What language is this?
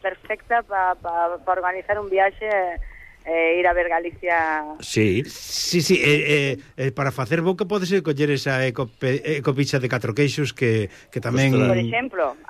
Galician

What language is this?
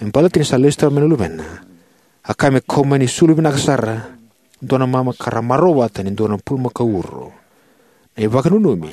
Fijian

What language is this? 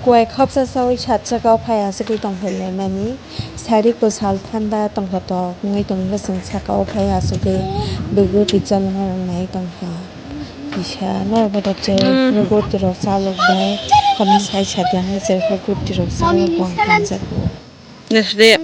Kok Borok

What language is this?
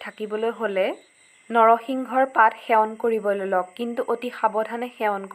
Assamese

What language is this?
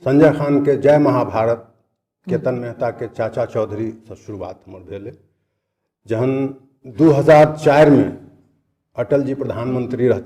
Maithili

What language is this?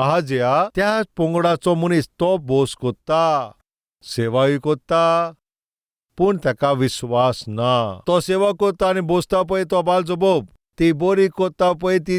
Konkani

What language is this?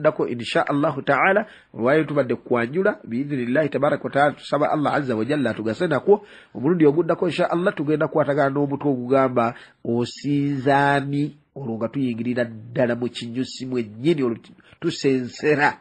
Ganda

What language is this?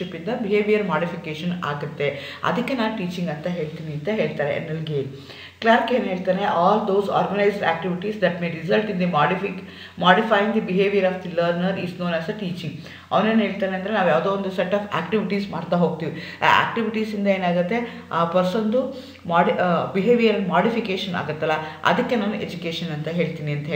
Kannada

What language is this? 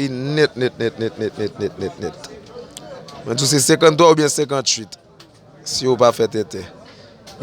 Haitian Creole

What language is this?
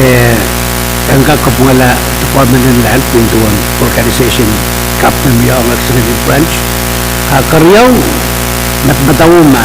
Pohnpeian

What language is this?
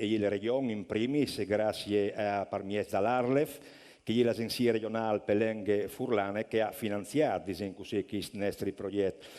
Friulian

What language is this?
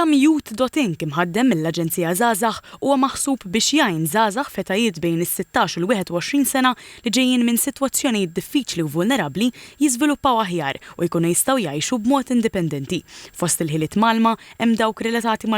Maltese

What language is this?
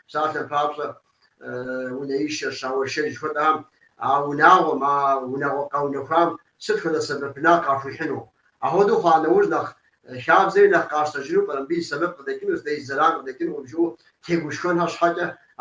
Kabardian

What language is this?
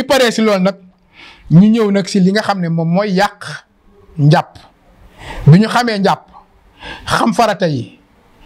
Wolof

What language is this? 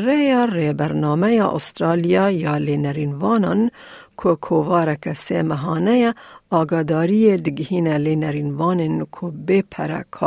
Kurdish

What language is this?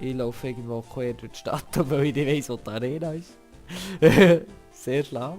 Swiss German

